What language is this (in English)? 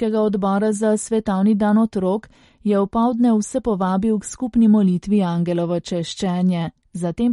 Slovenian